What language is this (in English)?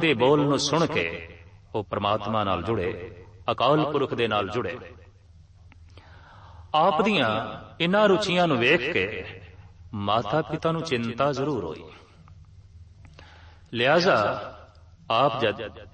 Punjabi